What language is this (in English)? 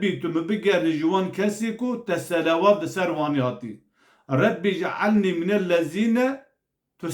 Kurdish